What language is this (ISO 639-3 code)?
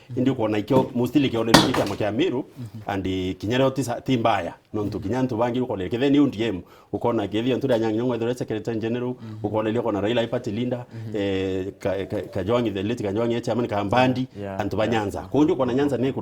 mer